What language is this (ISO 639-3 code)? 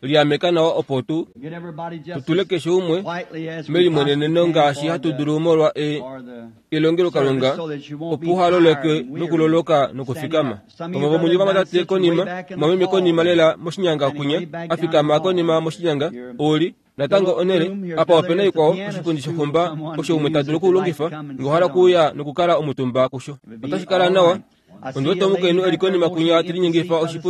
kua